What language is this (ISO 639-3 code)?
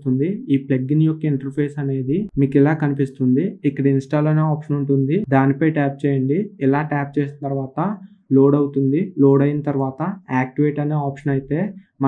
tel